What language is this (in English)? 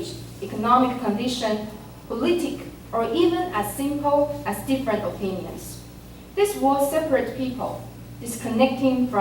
Min Nan Chinese